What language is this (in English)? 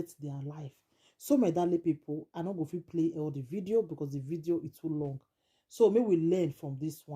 Nigerian Pidgin